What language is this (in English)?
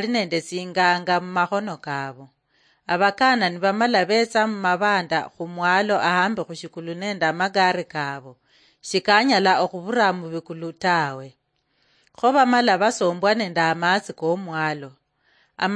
Luyia